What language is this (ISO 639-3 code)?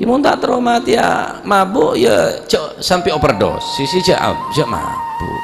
mad